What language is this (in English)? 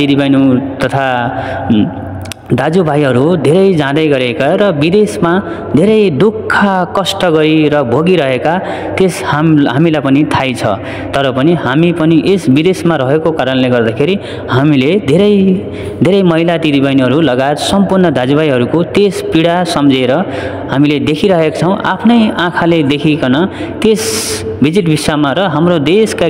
Nepali